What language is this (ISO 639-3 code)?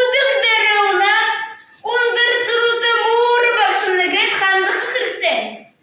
bua